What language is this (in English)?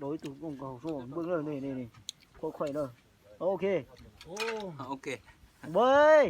Lao